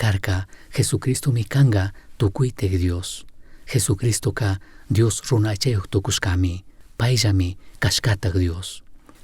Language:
Chimborazo Highland Quichua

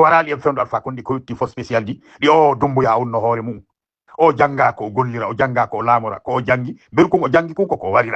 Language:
Fula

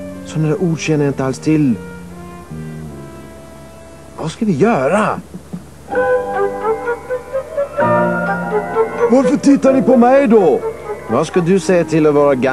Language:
Swedish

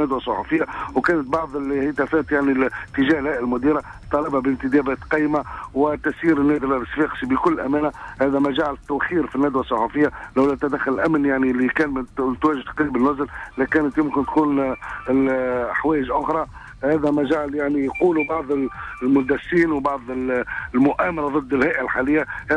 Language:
Tunisian Arabic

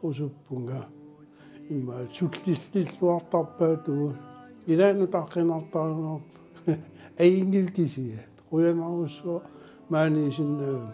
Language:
Kalaallisut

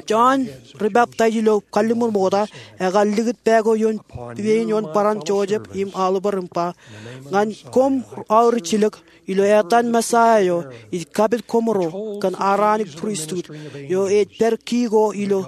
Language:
Marshallese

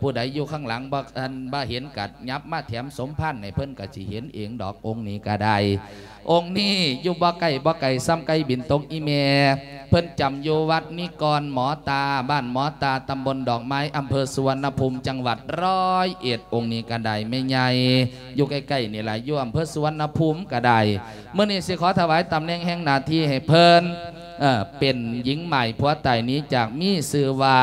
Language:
Lao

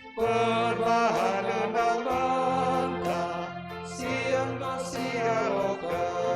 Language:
Batak Karo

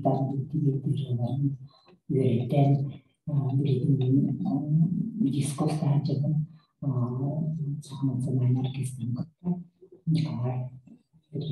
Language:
Yakut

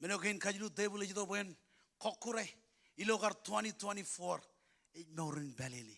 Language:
Marshallese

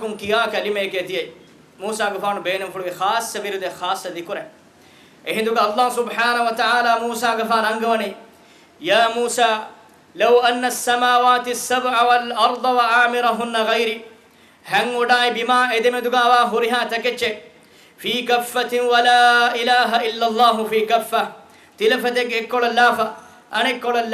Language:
Divehi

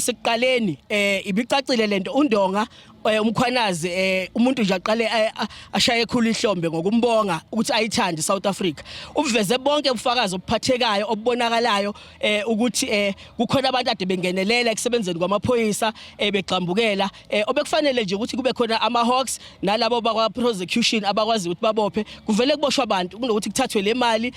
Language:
Zulu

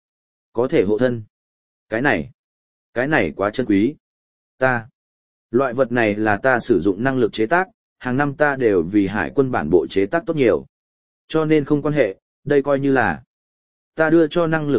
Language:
Vietnamese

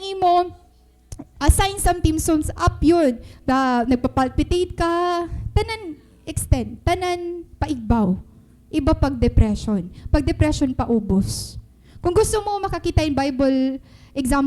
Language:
Waray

